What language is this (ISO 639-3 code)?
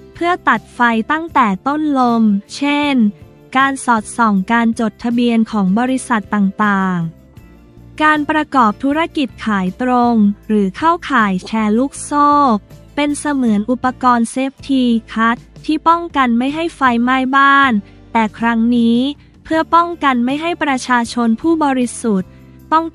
tha